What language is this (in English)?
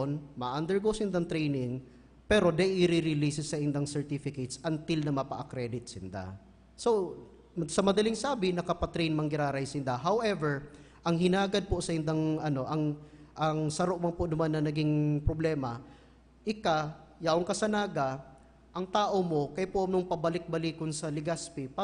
Bikol